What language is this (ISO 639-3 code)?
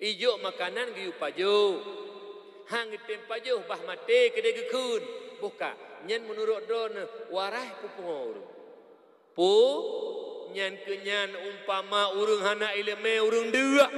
ace